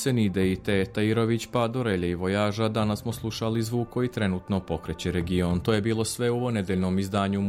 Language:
Serbian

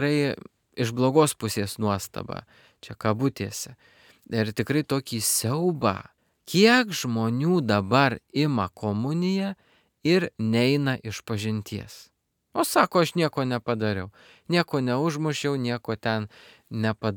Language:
Lithuanian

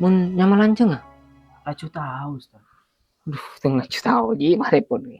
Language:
Madurese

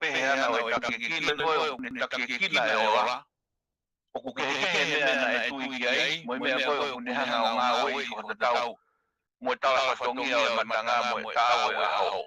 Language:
Tongan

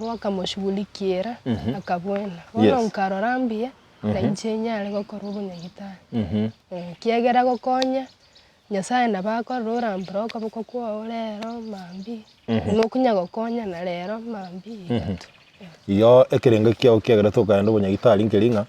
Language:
Gusii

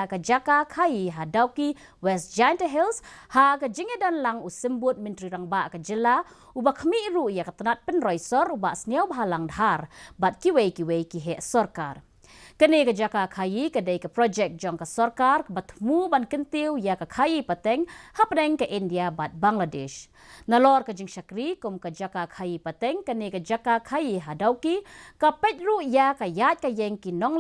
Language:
Khasi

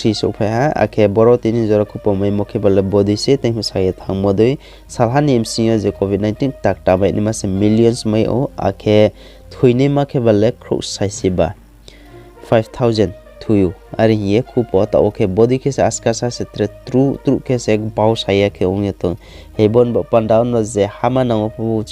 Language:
Riang (India)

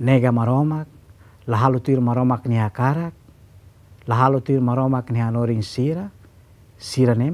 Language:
Tetum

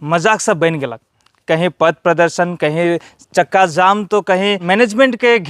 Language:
Sadri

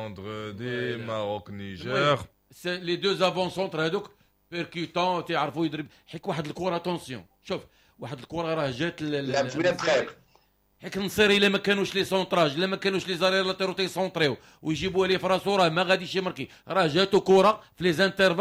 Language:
Moroccan Arabic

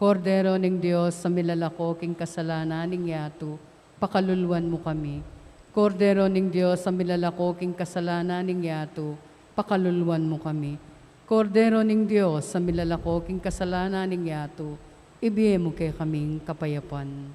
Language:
Pampanga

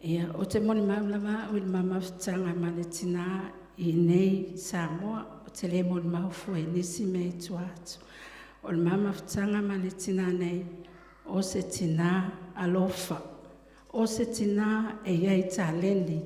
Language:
Samoan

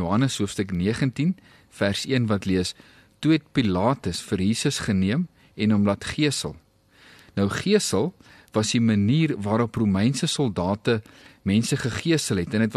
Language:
Afrikaans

